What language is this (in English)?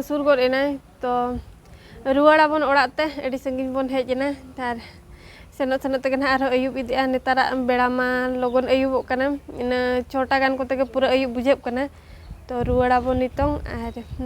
Santali